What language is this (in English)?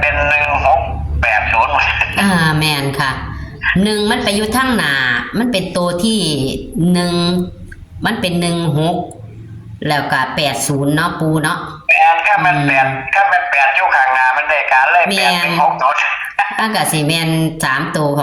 Northeastern Thai